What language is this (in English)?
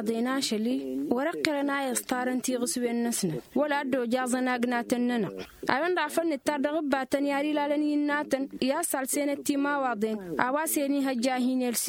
Tamasheq